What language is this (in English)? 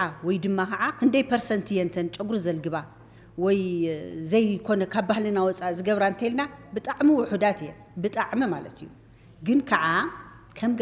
Tigrinya